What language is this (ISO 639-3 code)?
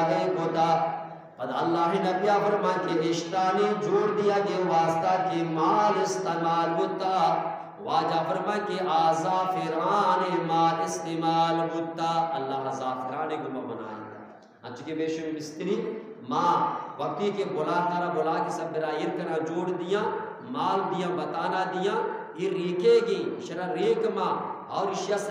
bgp